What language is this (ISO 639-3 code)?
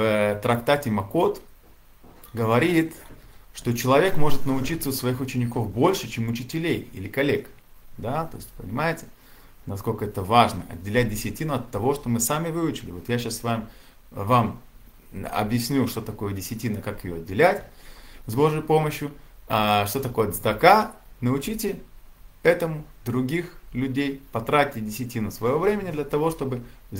rus